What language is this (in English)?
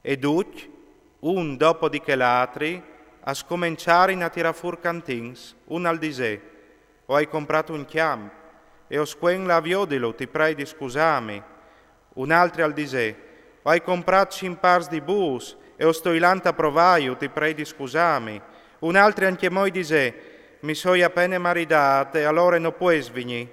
Friulian